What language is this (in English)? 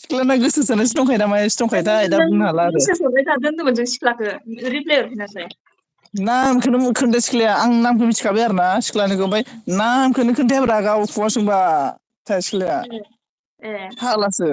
Bodo